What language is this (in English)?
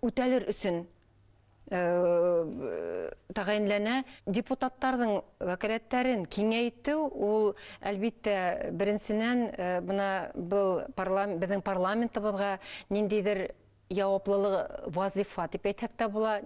Bashkir